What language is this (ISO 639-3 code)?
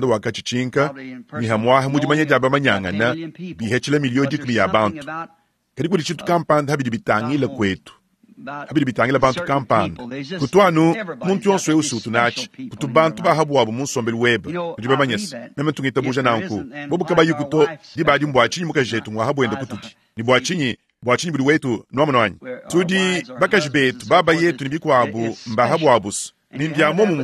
lua